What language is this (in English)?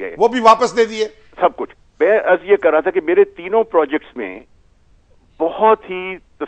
Hindi